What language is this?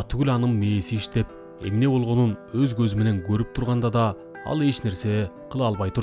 Kyrgyz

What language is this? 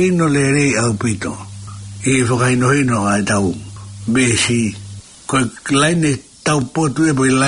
Tongan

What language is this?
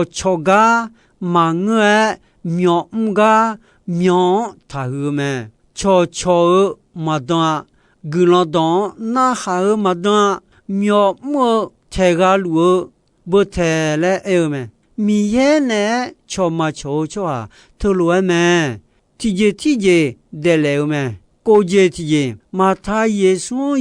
Akha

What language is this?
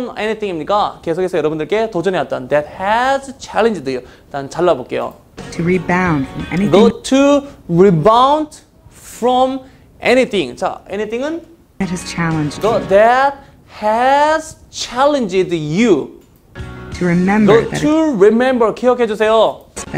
Korean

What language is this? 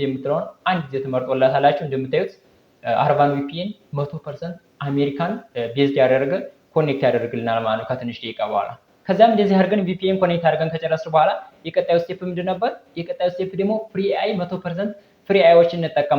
Amharic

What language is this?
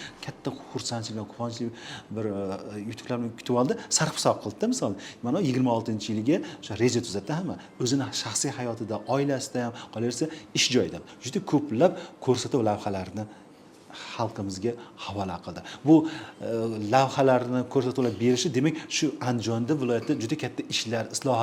Uzbek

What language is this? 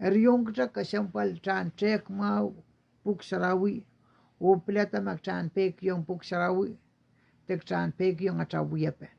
Pohnpeian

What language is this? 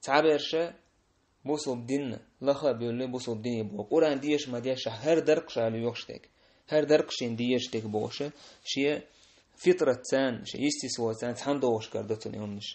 Chechen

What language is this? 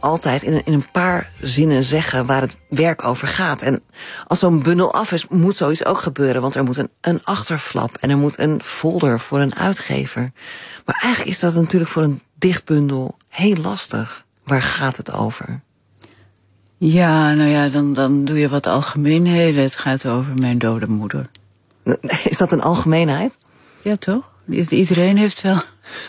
Dutch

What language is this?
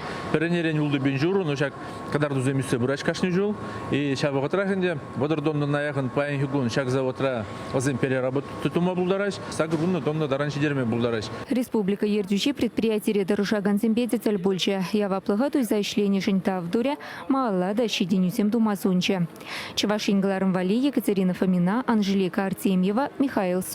Chuvash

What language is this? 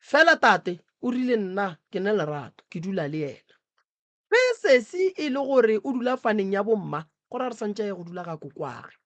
Northern Sotho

